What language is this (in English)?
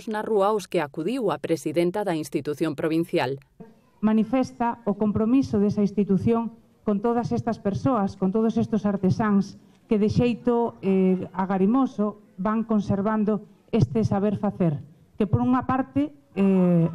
Galician